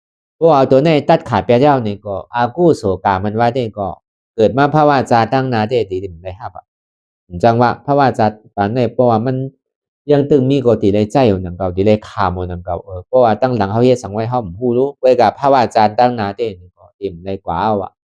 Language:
Shan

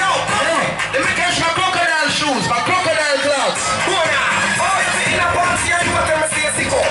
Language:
Jamaican Creole English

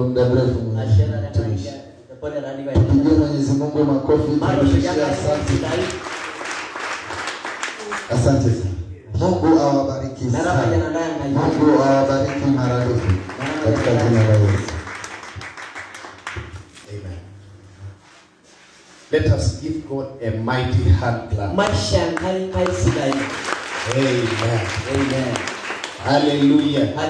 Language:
Swahili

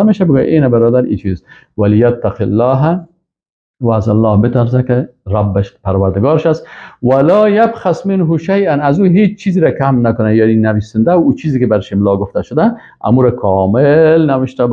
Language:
Persian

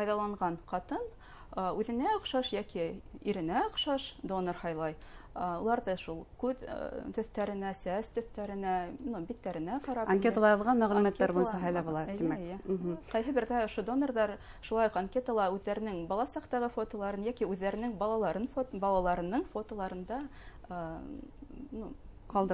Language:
Bashkir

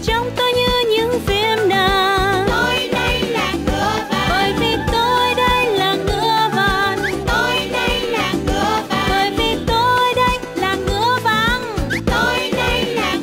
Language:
Vietnamese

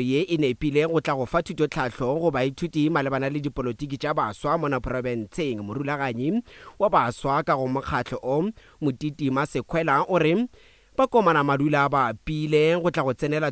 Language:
Northern Sotho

